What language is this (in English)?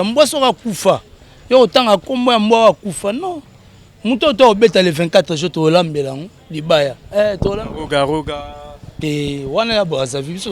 Lingala